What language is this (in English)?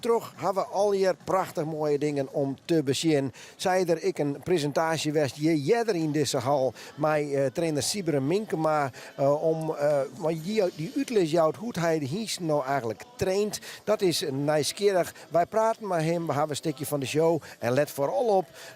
Western Frisian